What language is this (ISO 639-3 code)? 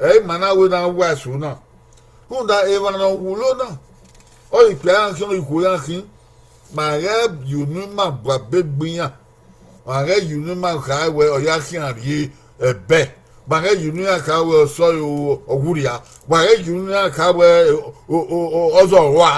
bin